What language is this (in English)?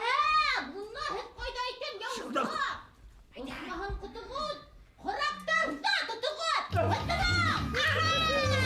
Bashkir